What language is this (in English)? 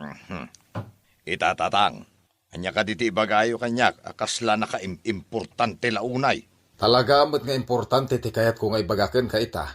Iloko